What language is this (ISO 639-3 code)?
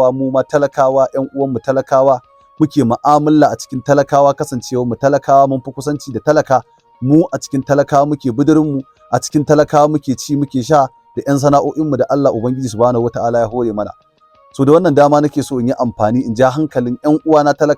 hau